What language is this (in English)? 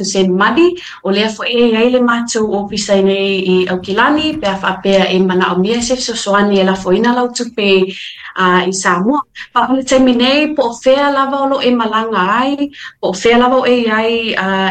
Samoan